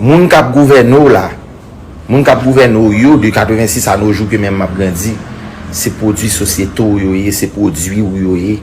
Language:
Haitian Creole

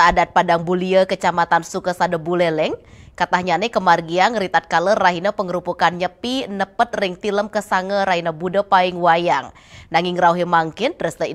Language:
Balinese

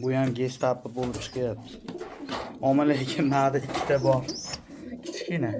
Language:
Uzbek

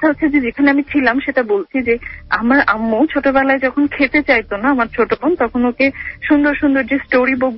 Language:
Bangla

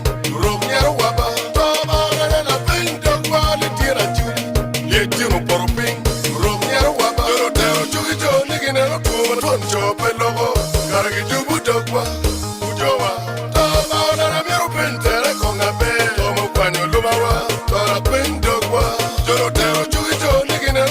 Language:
Acoli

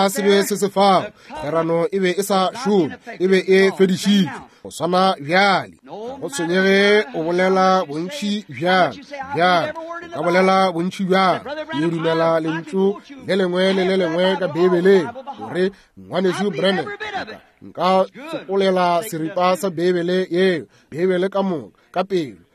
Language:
Northern Sotho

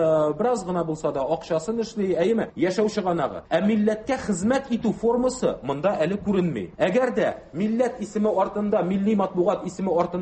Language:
Tatar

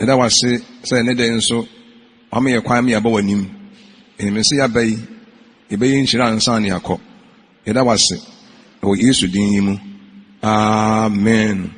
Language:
Akan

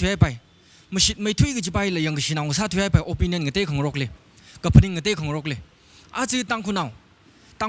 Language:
Tangkhul Naga (India)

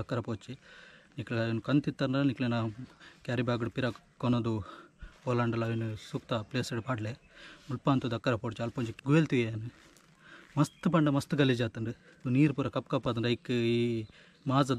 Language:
Tulu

